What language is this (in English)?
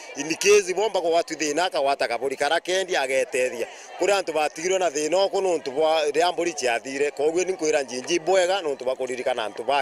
Meru